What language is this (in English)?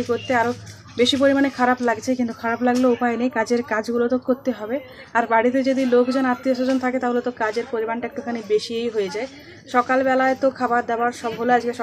Bangla